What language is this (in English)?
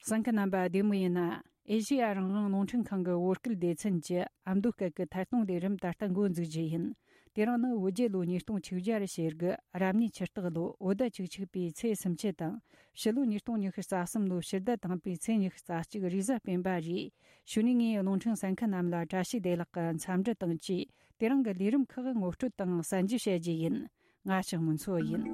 Tibetan